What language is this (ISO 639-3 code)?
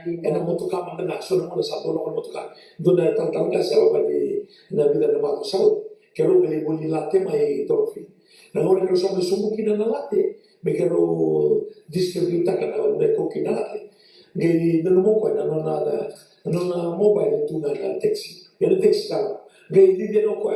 fij